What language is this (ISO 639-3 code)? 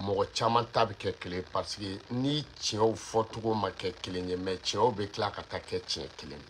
bam